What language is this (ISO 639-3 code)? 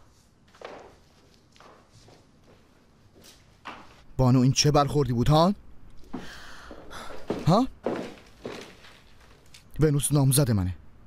fas